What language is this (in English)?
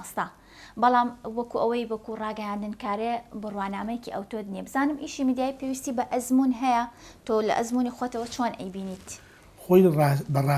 Central Kurdish